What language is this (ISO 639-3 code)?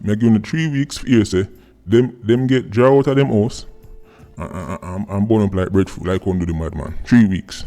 jam